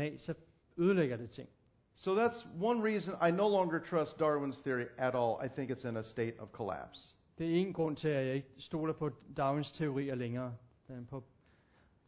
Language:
Danish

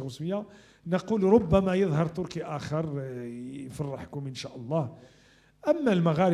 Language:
Moroccan Arabic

